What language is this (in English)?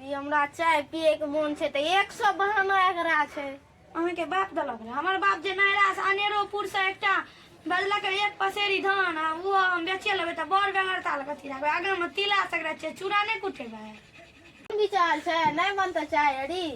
Maithili